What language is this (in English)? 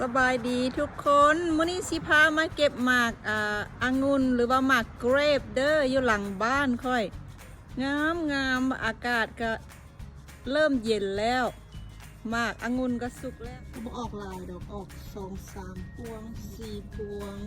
Lao